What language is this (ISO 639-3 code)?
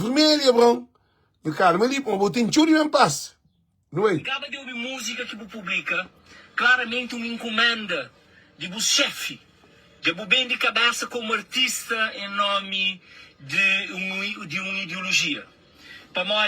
kea